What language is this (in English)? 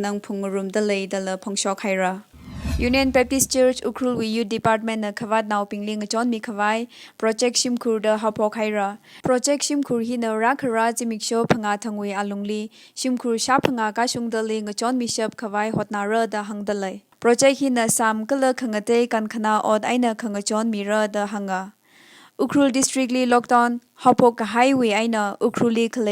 Tangkhul Naga (India)